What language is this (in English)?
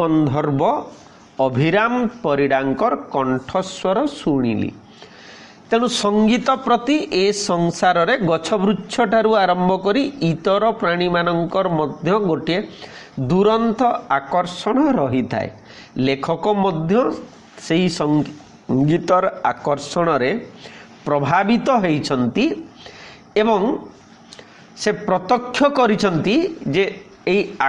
Odia